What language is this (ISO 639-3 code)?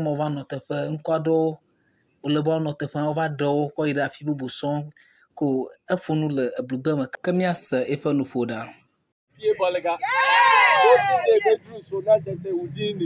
ewe